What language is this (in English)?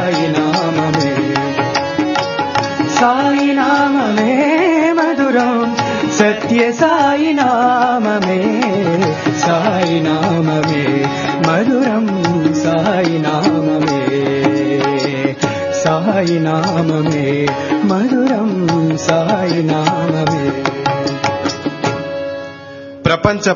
Telugu